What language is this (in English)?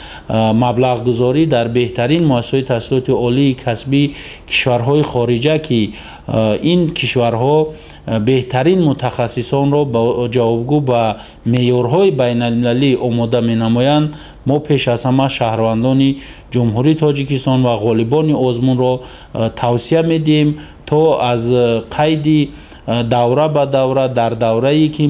Tajik